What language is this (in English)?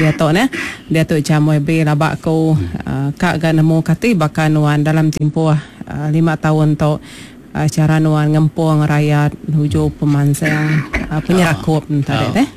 Iban